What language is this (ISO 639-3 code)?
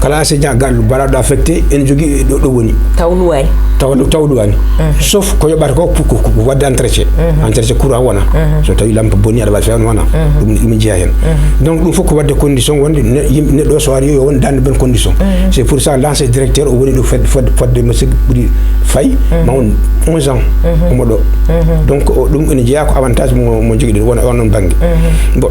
ful